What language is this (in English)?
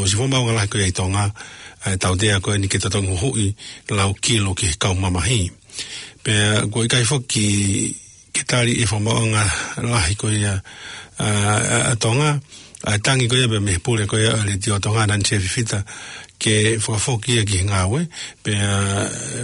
Tongan